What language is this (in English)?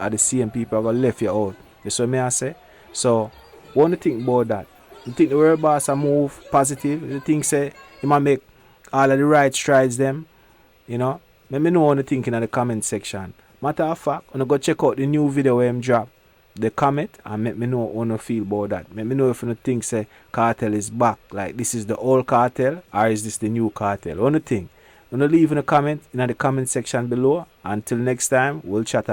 Jamaican Creole English